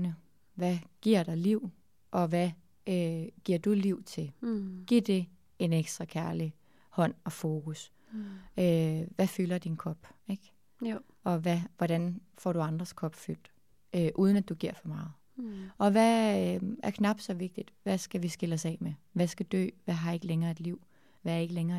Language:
Danish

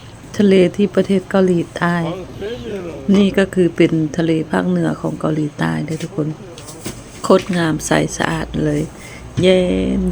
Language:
Lao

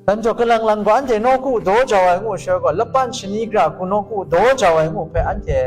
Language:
Kachin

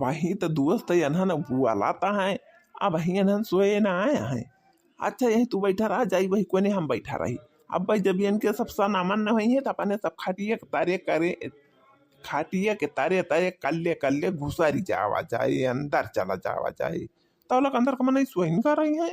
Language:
Awadhi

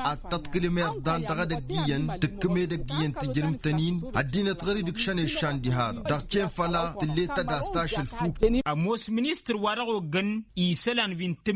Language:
Tamasheq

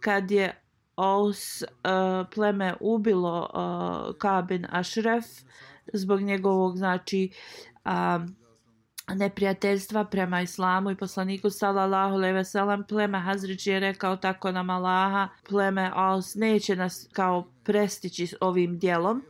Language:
Bosnian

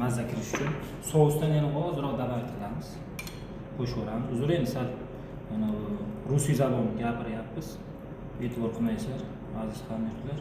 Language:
Uzbek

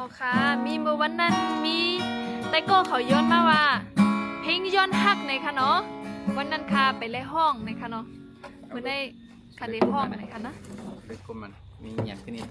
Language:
Shan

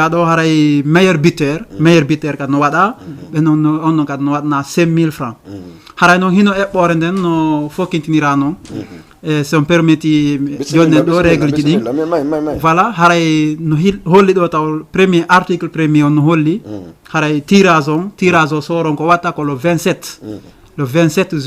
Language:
Fula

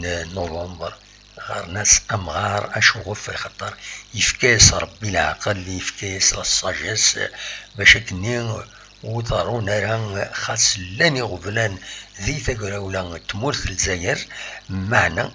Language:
Kabyle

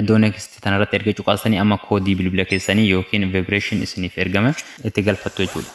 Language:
Oromo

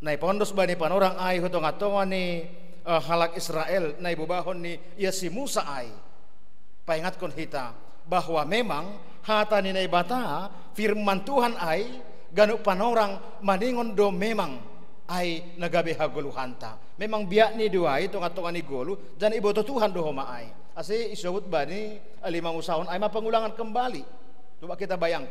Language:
Batak Simalungun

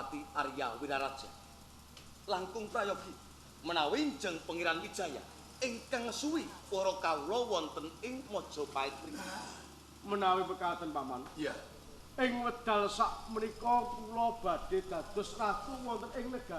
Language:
Javanese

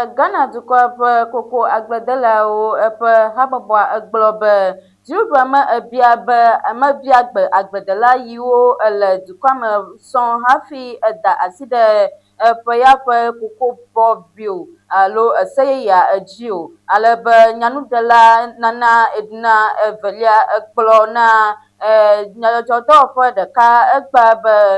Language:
Ewe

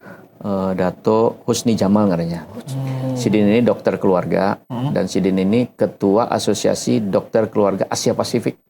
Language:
Banjar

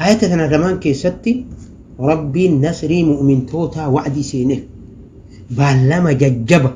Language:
Oromo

